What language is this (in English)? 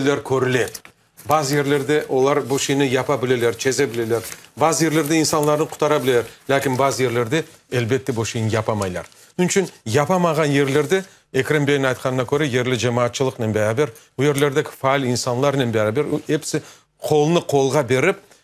Crimean Tatar